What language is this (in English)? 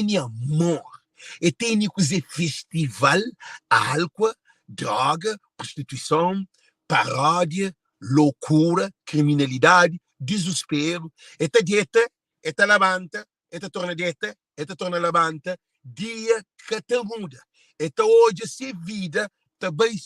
Kabuverdianu